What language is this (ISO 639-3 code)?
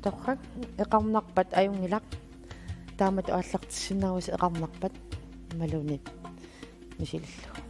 kal